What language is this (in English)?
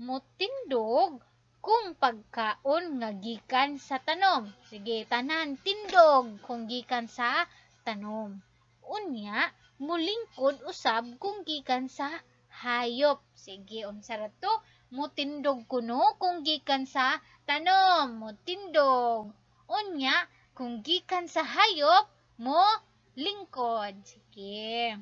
Cebuano